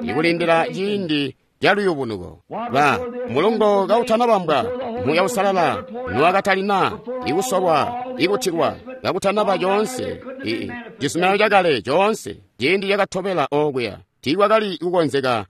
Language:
Tonga (Zambia)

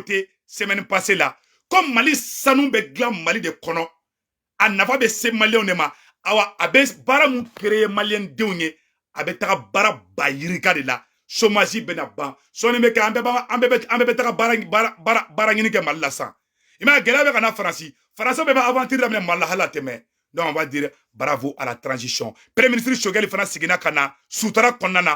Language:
Bambara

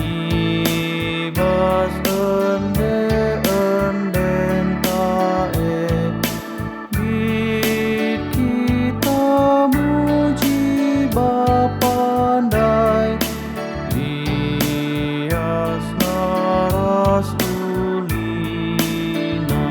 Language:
Batak Karo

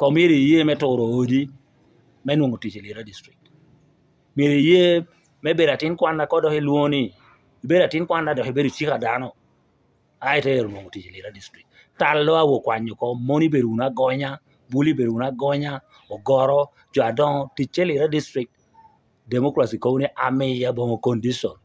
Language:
Lango (Uganda)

